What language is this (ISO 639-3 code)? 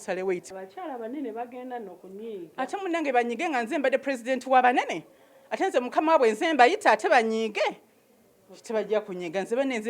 lug